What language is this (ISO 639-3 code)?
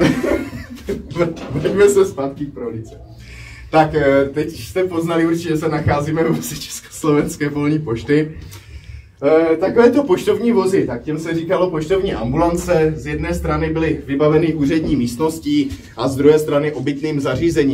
ces